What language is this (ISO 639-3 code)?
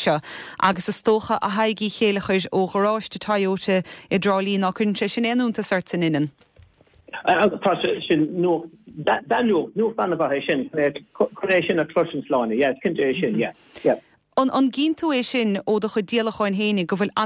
gle